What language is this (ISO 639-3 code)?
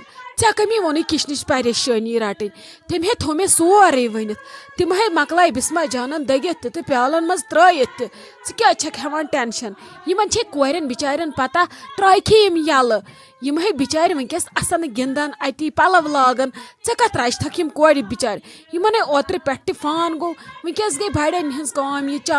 kas